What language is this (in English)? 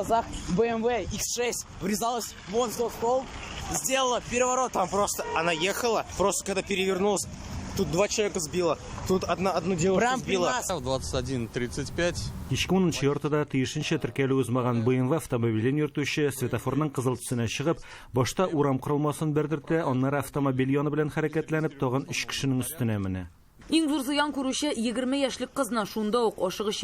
Tatar